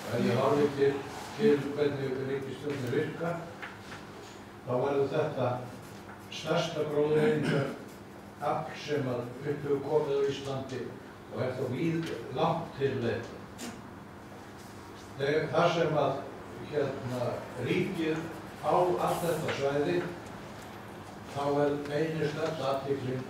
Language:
Icelandic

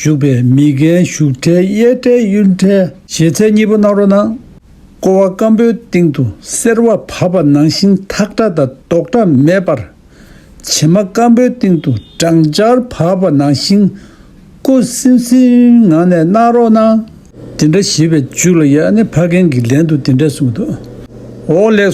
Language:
Tibetan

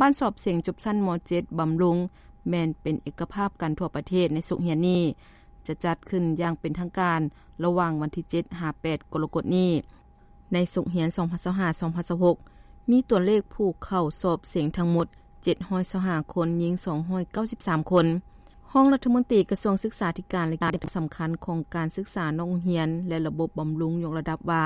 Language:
Lao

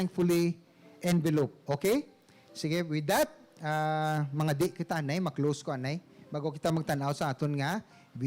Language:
Hiligaynon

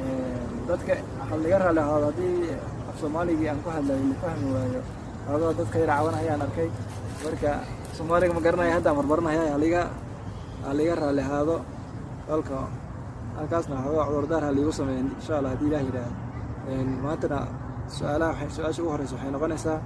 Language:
Somali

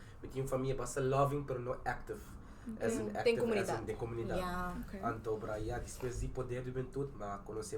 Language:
Papiamento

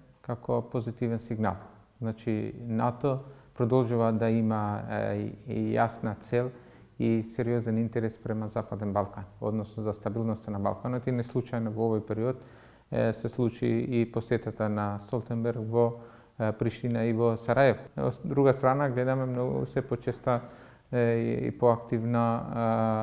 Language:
Macedonian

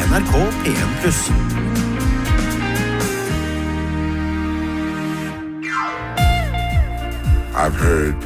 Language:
Norwegian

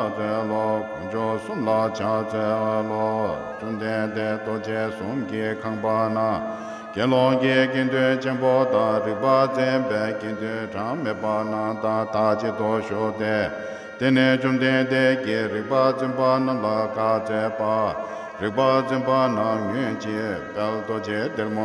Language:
Tibetan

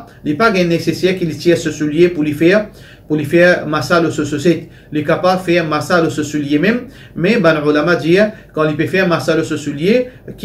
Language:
Morisyen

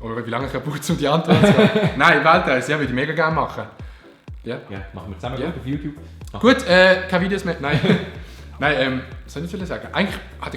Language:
Swiss German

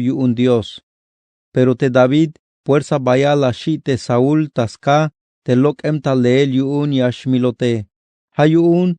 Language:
Tzeltal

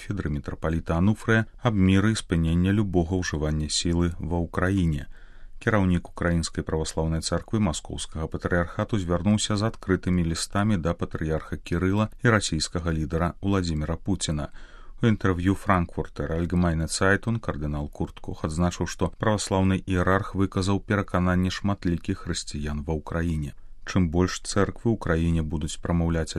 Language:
Belarusian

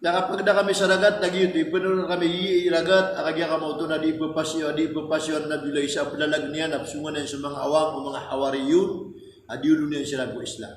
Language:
Maranao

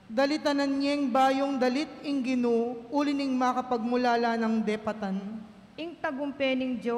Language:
Pampanga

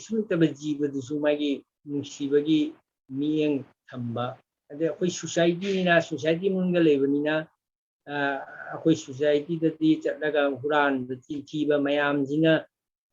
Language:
Manipuri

